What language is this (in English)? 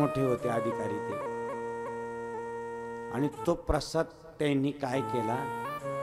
Marathi